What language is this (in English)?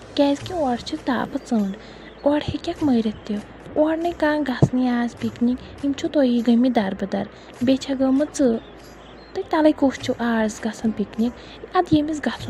Kashmiri